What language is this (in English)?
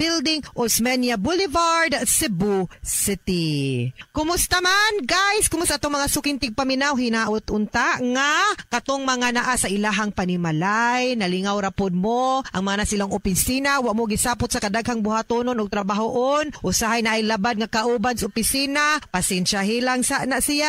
Cebuano